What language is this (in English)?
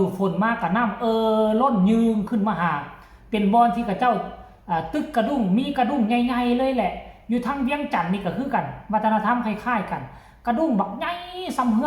Northeastern Thai